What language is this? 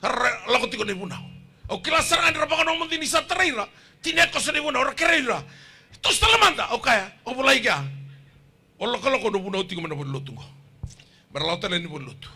Fijian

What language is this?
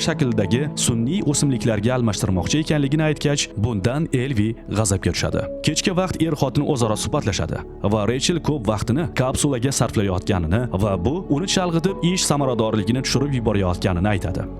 Uzbek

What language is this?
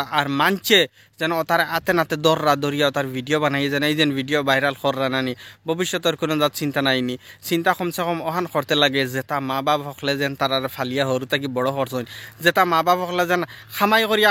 Sylheti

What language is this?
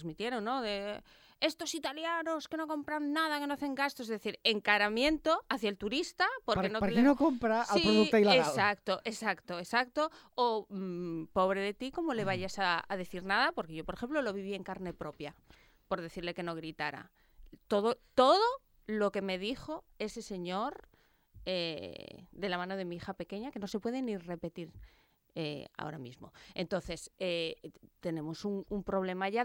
Catalan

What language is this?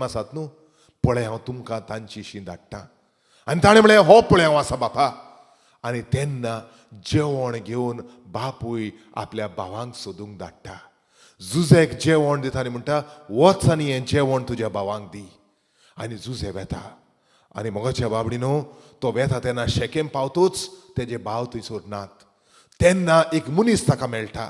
Konkani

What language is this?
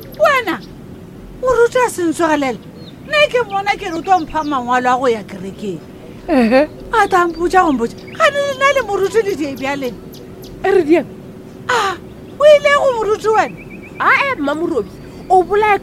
Northern Sotho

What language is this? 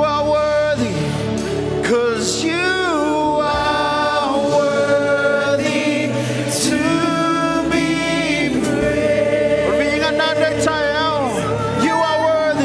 Samoan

